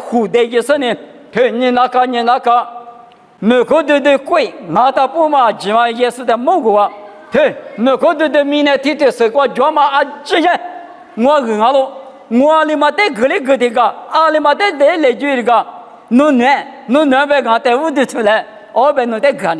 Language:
Lisu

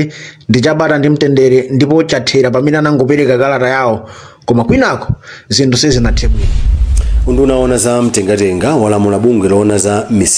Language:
Nyanja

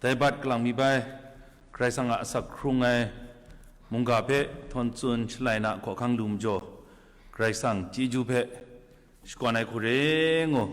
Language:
Kachin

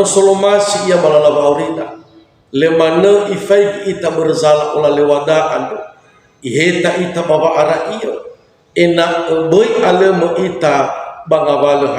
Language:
Nias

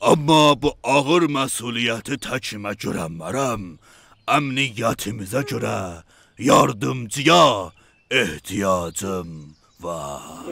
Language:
South Azerbaijani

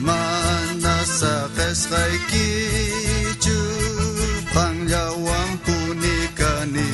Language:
South Bolivian Quechua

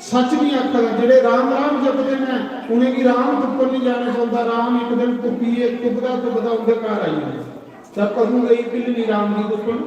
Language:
Dogri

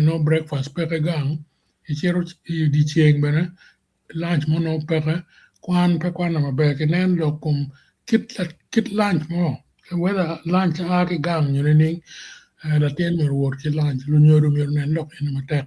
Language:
Acoli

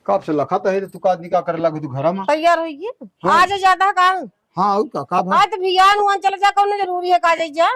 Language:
Awadhi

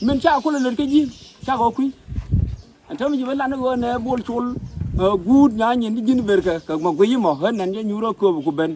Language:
Nuer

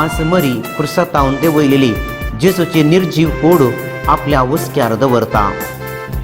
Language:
Konkani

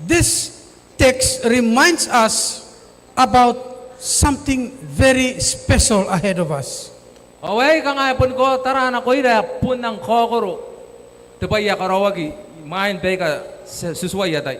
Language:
Gilbertese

